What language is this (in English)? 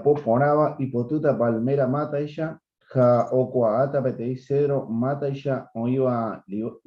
Guarani